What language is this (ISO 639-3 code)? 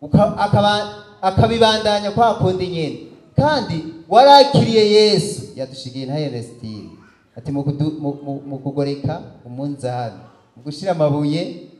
run